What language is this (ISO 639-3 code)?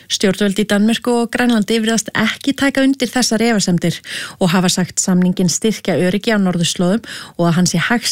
isl